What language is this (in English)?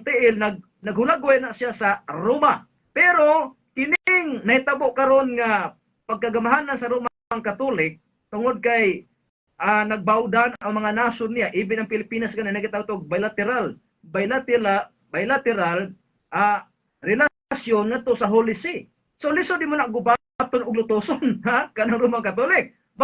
Cebuano